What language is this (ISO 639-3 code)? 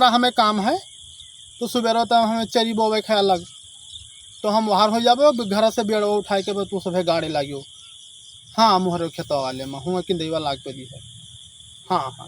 awa